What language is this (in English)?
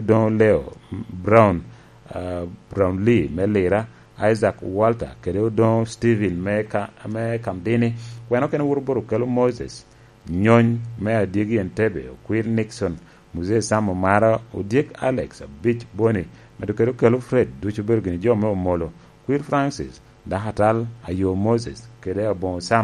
Lango (Uganda)